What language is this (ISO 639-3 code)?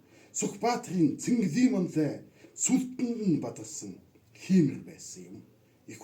mon